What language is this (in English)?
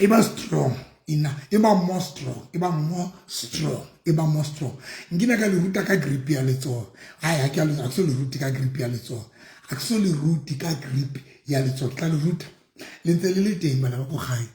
Southern Sotho